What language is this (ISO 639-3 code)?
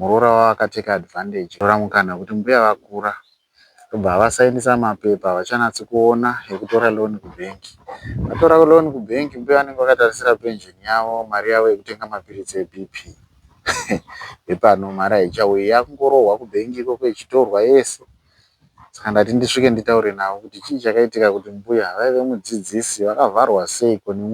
sna